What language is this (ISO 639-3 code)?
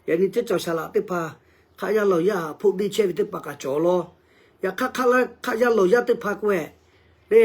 lhu